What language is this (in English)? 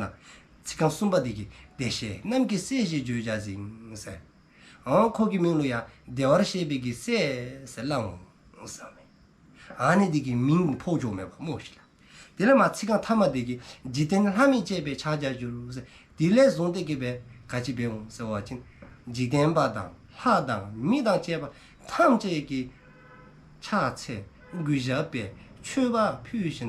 Dzongkha